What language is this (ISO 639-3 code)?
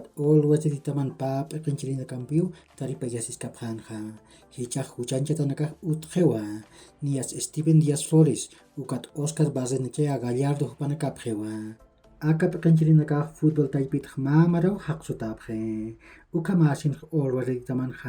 aym